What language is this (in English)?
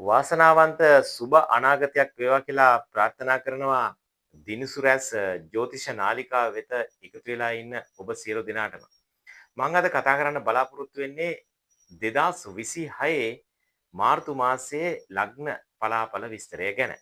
Sinhala